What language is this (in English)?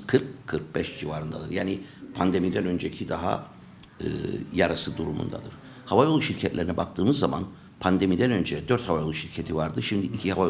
Turkish